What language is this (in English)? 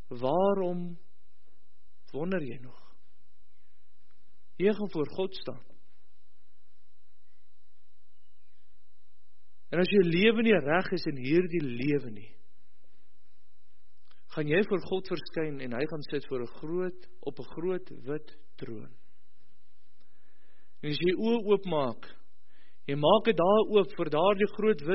Afrikaans